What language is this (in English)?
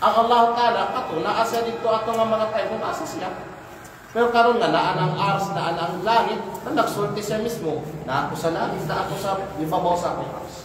Kalagan